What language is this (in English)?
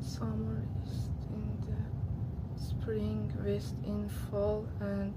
South Azerbaijani